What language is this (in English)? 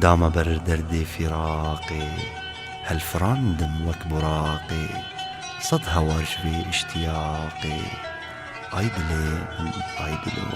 Kurdish